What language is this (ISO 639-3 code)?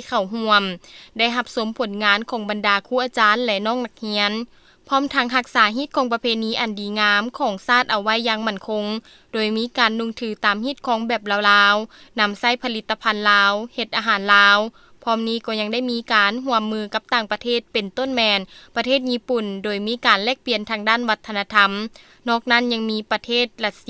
lao